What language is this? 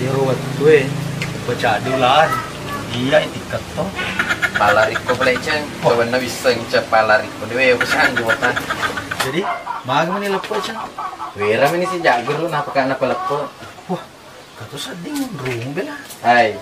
Buginese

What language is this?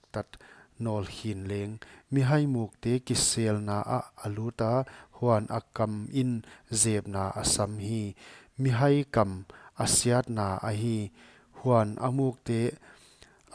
Paite Chin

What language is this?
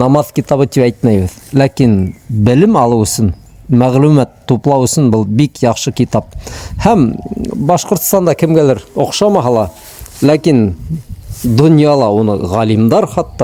Bashkir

